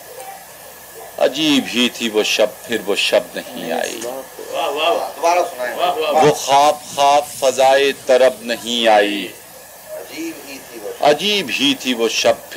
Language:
Urdu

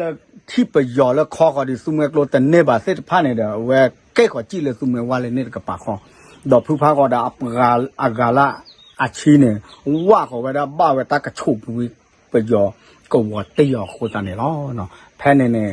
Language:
S'gaw Karen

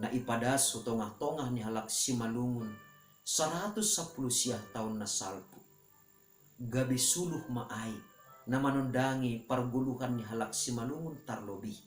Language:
Batak Simalungun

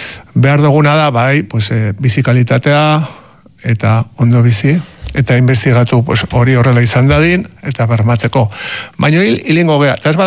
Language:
Basque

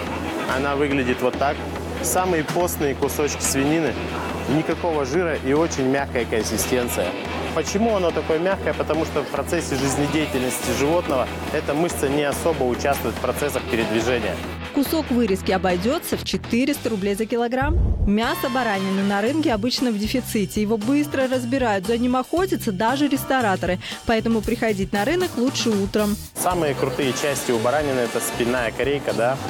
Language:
Russian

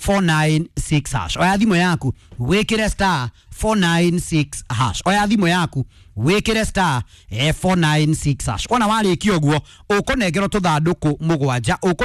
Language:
Kikuyu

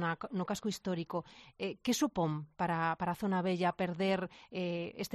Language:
Galician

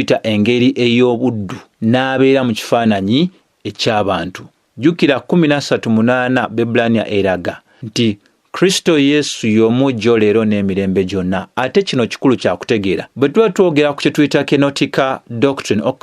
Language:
Ganda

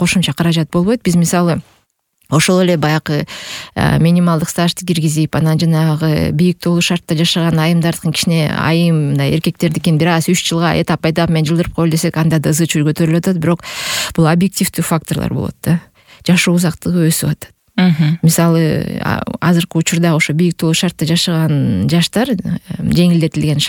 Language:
Kyrgyz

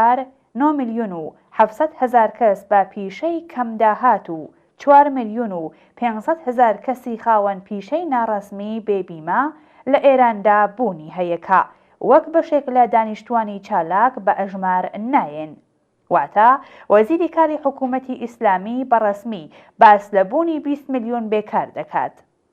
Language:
Central Kurdish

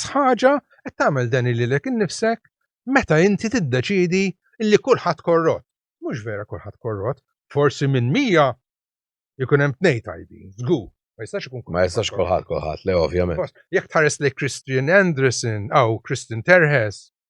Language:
Maltese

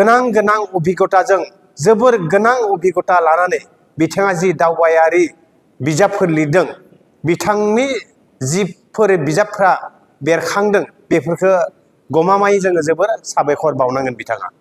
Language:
Bodo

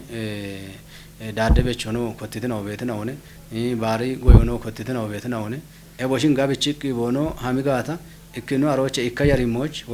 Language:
Kafa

